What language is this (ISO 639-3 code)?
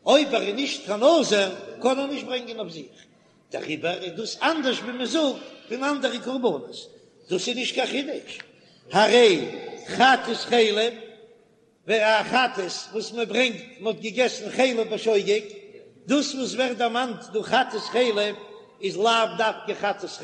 yid